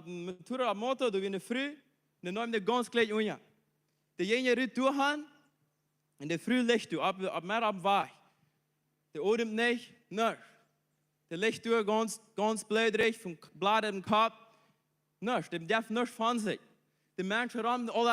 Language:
Plautdietsch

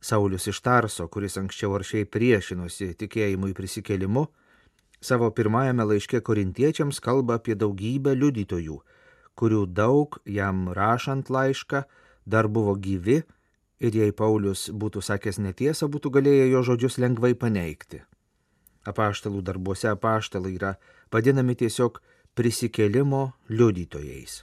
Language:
Lithuanian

